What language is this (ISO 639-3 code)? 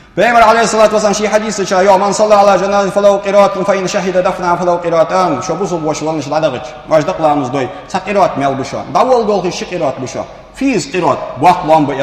inh